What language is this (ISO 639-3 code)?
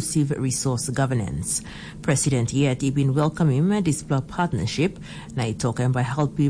tpi